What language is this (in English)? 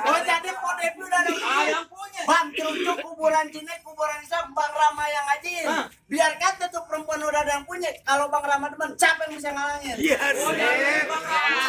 Betawi